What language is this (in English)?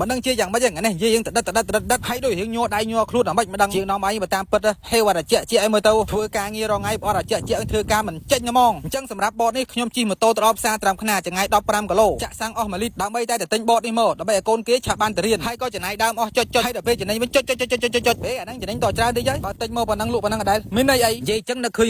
Khmer